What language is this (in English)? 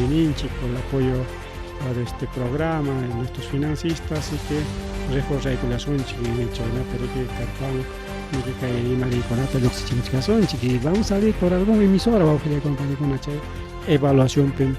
Ayacucho Quechua